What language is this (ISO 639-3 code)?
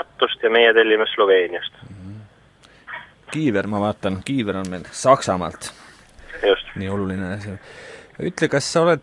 est